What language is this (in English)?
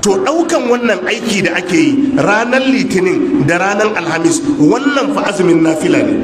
Hausa